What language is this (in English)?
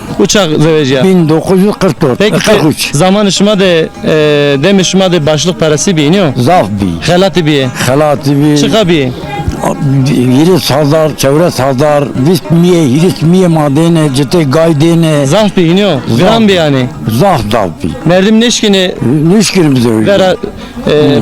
Zaza